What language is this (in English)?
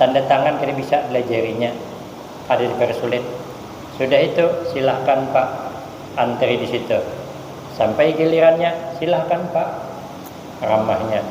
Banjar